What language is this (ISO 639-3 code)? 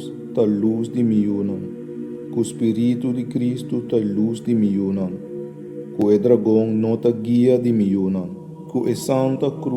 pap